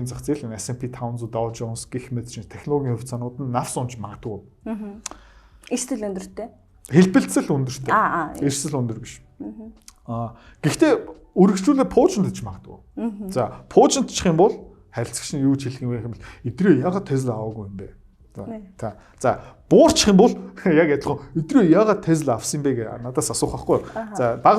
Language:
Mongolian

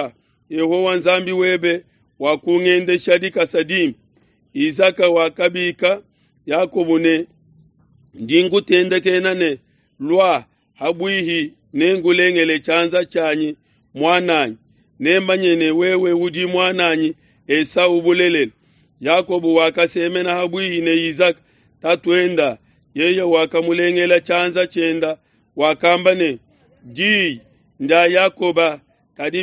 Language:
Luba-Lulua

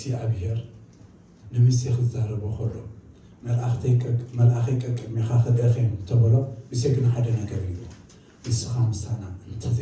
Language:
Tigrinya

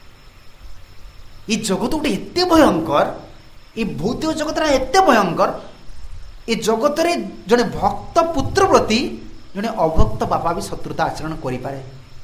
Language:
Odia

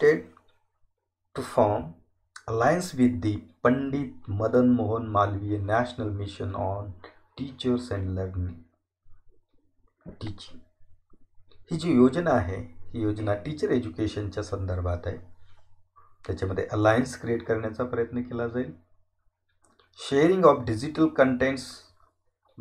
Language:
Marathi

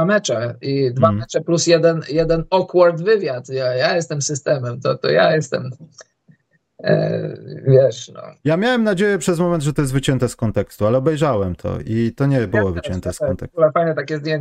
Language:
Polish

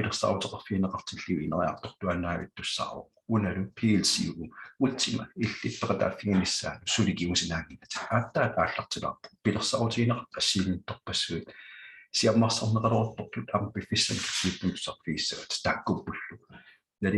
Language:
Kalaallisut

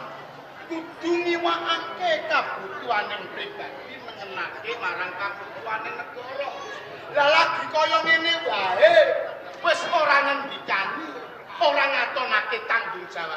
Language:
Javanese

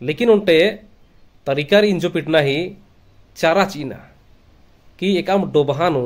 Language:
Kurukh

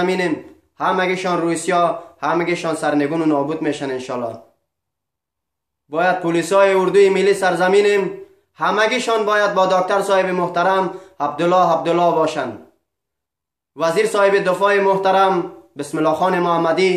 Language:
Persian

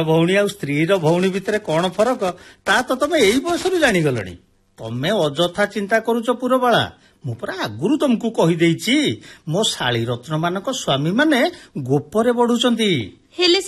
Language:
Odia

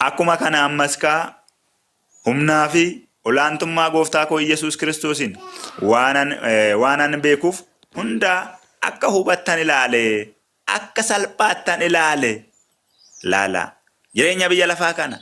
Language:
Oromo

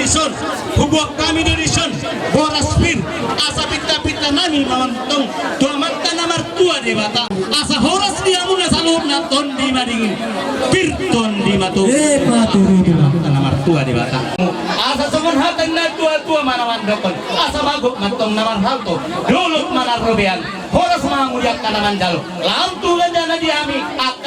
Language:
Batak Toba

